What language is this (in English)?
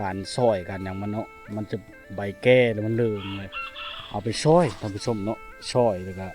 Lao